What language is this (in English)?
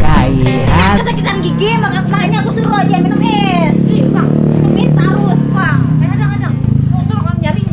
Banjar